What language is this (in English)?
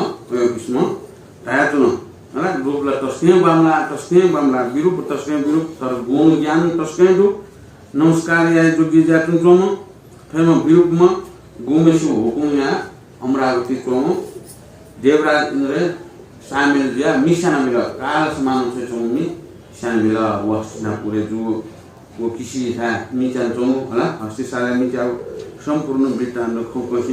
Newari